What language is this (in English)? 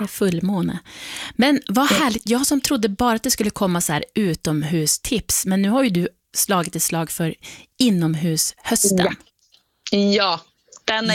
Swedish